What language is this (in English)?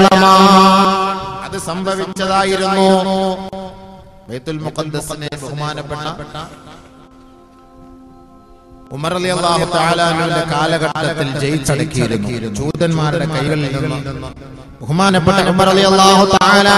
Malayalam